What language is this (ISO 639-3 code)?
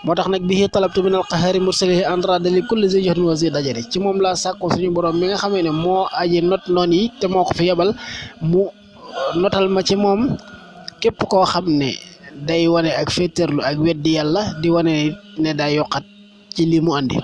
wol